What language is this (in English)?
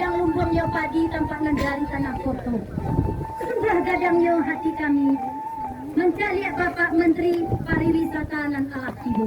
Minangkabau